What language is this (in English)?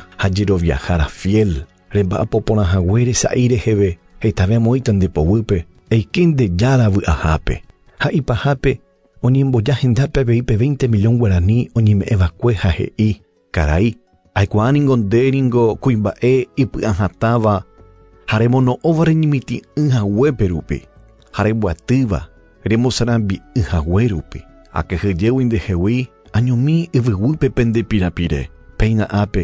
Guarani